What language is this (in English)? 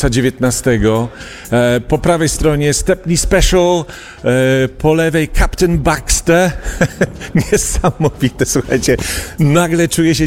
Polish